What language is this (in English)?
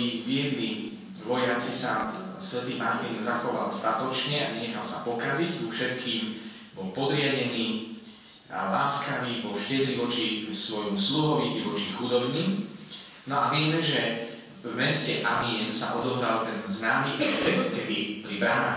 Slovak